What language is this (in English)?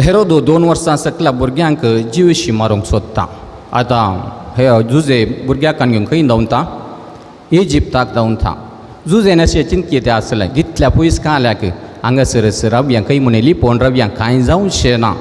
Konkani